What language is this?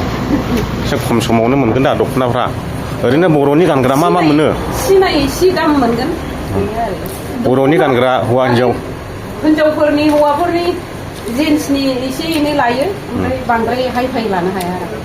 Bodo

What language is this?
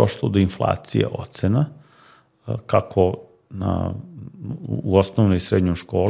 Serbian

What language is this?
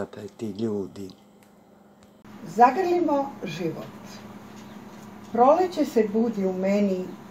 Croatian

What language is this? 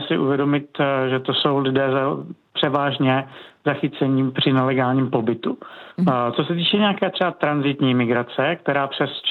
Czech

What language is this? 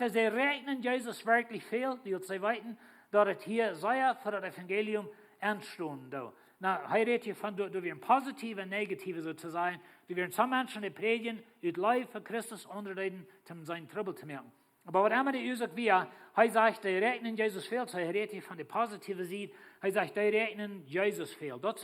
Plautdietsch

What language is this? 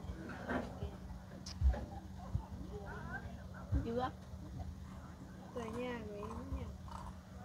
Vietnamese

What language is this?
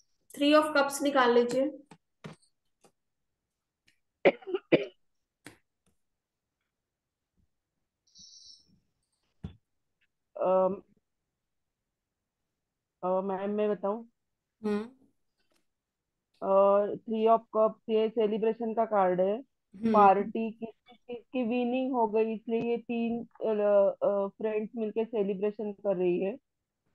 Hindi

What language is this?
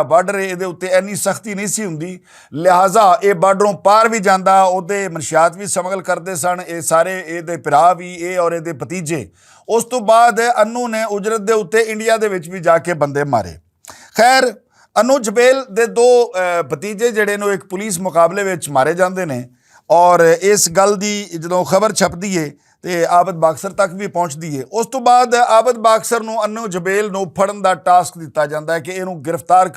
Western Panjabi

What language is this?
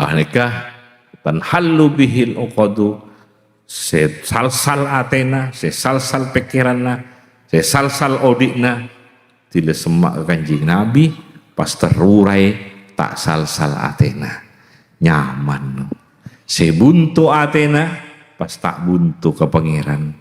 Madurese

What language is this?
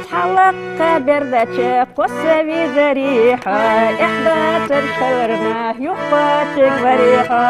Ingush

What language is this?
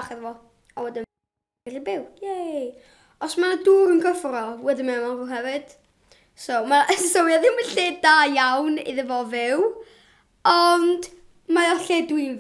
Welsh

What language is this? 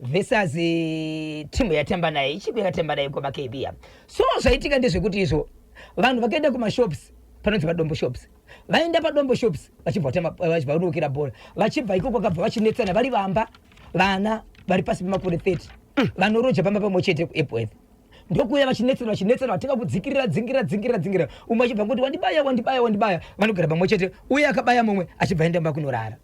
Shona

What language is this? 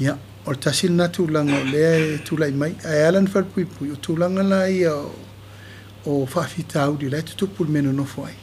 Samoan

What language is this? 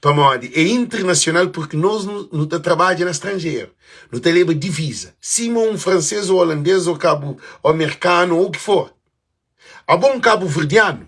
Kabuverdianu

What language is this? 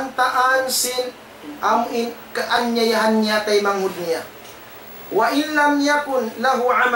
Tausug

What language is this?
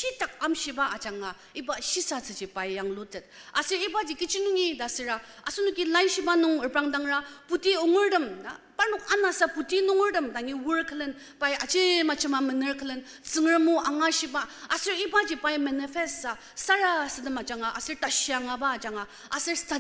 Ao Naga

